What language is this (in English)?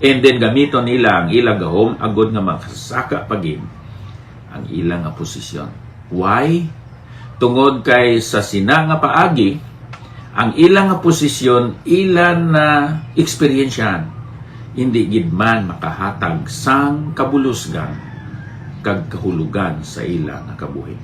Hiligaynon